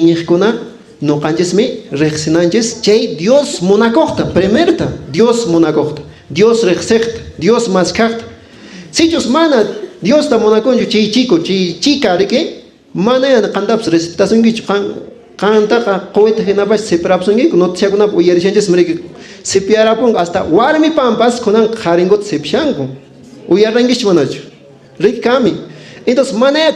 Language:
Quechua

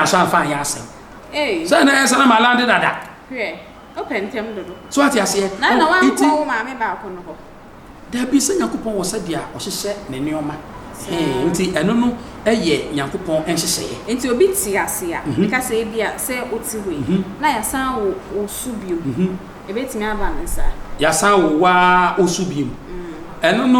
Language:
Akan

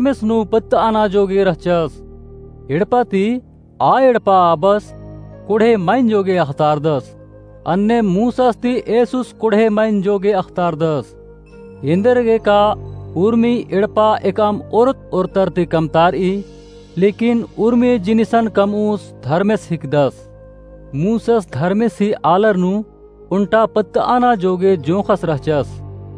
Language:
Kurukh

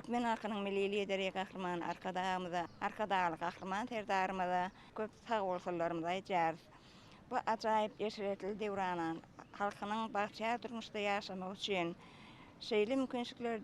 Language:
Turkmen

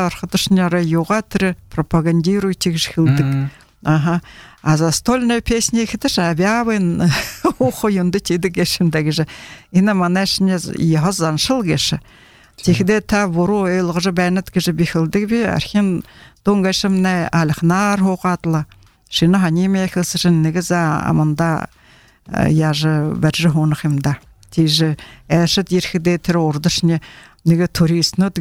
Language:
Buriat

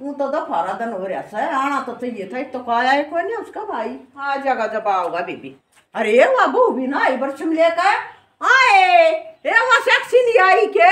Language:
Haryanvi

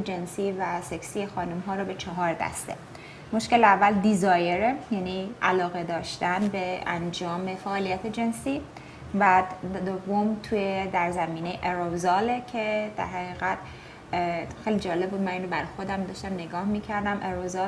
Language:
Persian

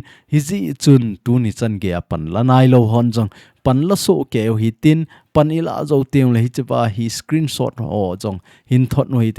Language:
Thado Chin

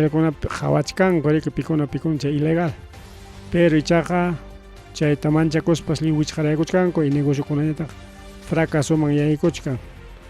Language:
Ayacucho Quechua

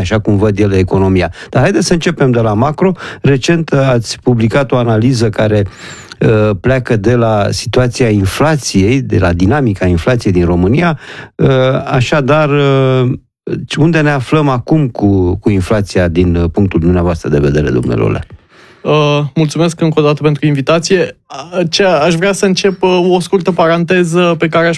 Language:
Romanian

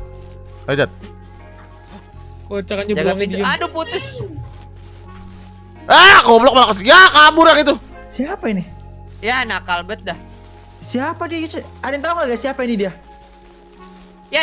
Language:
Indonesian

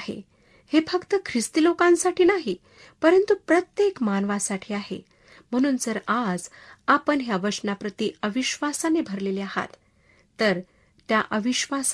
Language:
Marathi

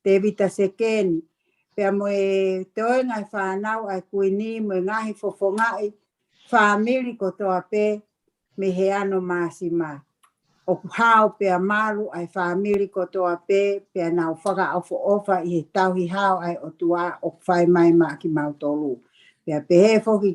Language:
Tongan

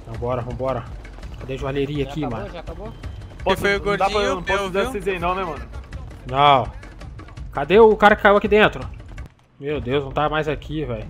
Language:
Portuguese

